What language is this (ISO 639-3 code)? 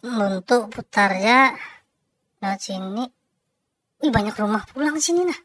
bjn